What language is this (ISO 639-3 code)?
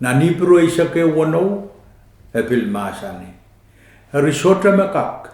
pon